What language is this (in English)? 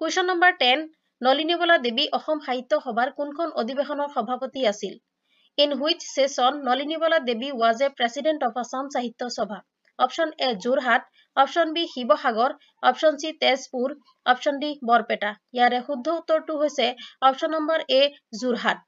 Assamese